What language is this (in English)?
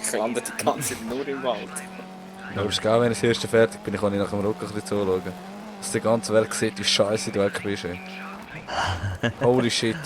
Swiss German